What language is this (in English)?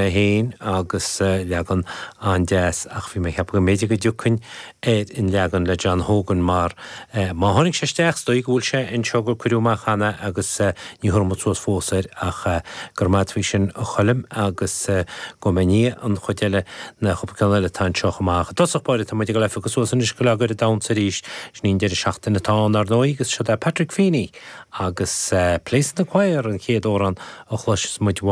Irish